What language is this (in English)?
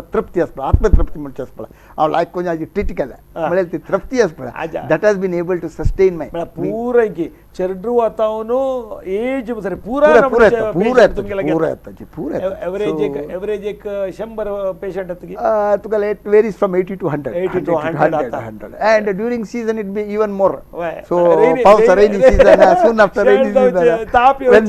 Konkani